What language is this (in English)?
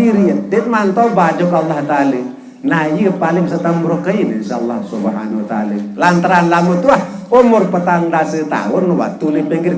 Sasak